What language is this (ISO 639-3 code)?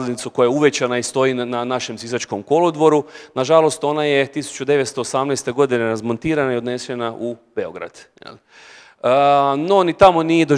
hrv